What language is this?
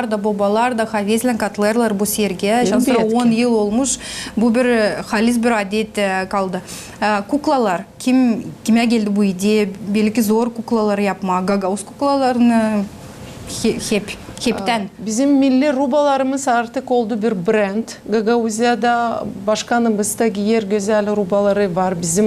Gagauz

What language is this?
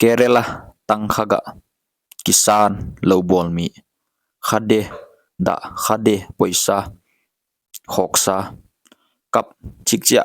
Paite Chin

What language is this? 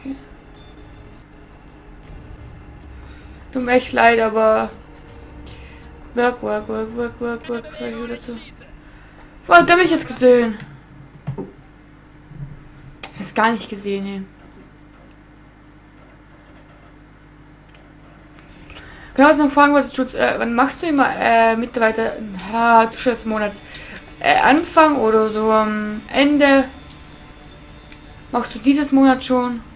German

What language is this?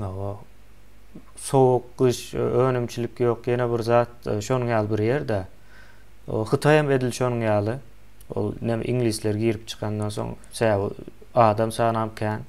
Turkmen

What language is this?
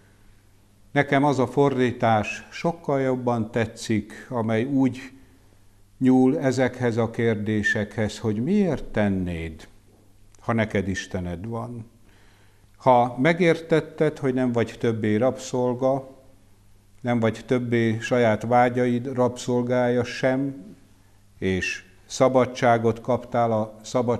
Hungarian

